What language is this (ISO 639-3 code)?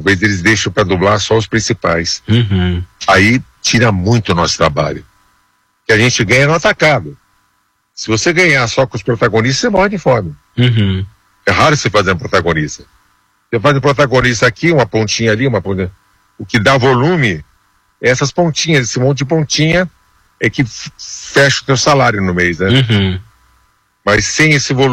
por